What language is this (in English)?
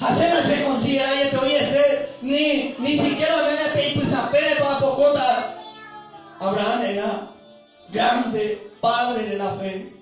Guarani